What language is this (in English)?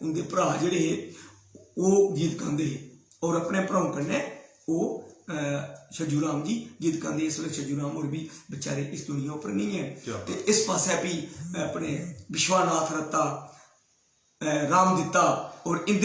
Dogri